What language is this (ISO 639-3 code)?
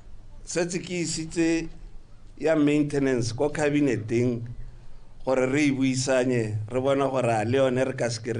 tsn